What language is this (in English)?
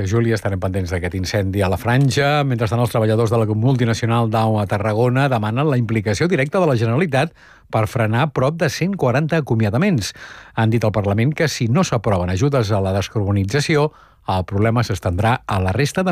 Catalan